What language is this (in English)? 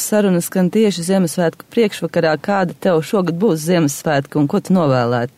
Latvian